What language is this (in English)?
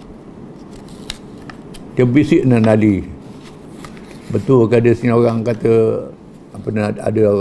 Malay